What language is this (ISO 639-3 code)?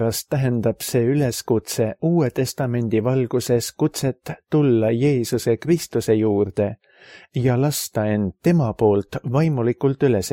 est